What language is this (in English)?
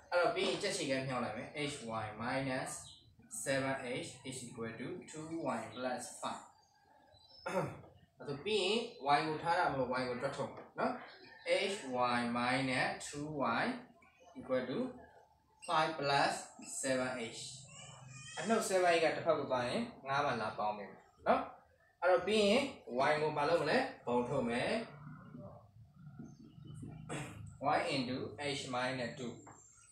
Burmese